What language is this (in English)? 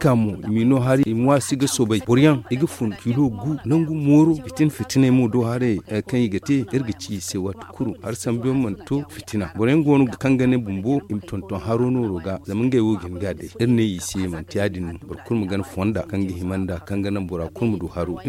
Zarma